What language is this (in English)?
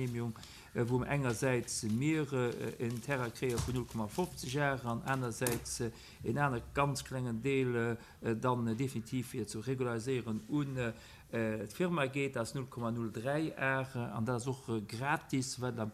Luxembourgish